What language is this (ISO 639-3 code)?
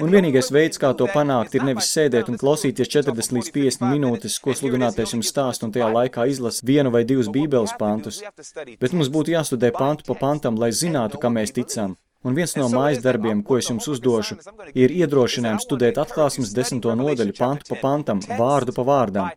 lav